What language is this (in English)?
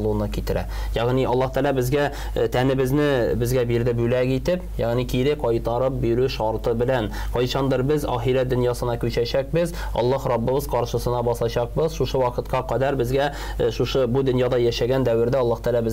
Tatar